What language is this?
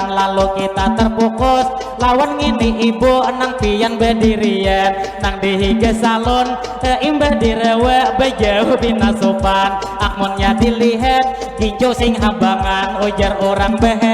Banjar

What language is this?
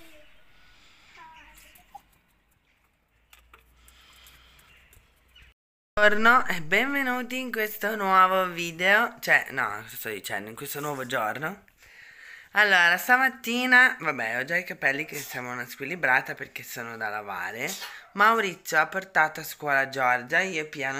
Italian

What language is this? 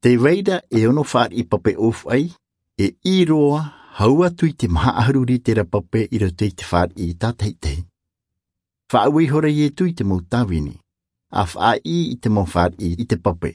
Tahitian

